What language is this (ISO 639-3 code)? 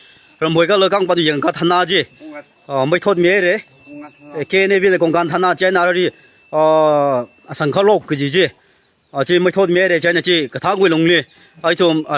nmf